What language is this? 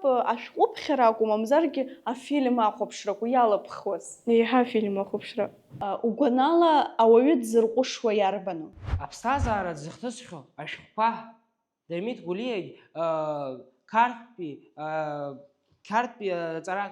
Abkhazian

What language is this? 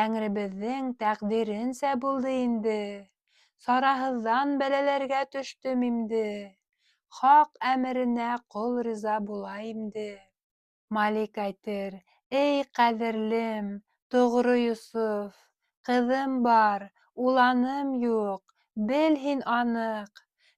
Bashkir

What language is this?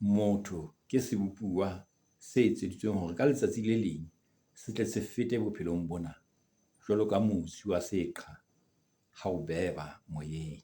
Southern Sotho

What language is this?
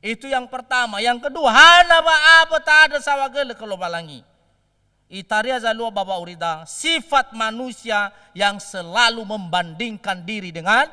Nias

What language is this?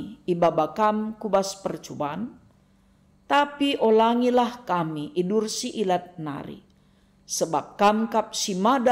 Batak Karo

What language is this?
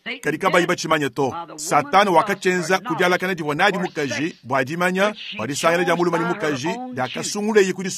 Luba-Lulua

